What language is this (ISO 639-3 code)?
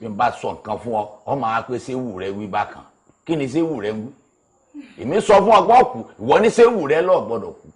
yor